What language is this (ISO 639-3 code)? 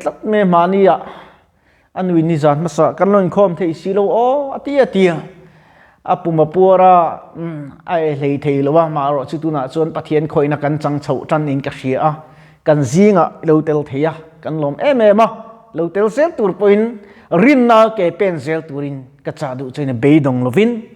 lus